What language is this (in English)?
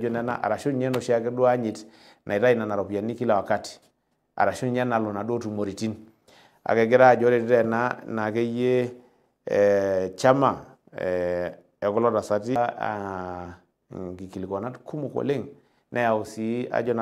Masai